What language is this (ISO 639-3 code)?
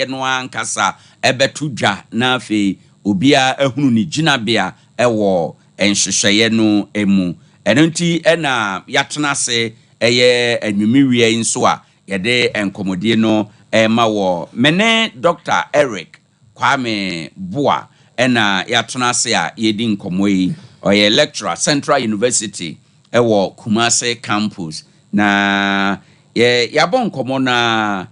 aka